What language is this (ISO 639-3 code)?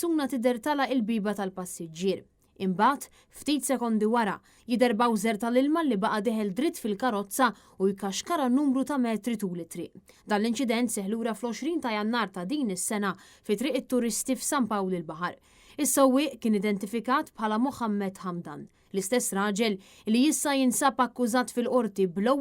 mlt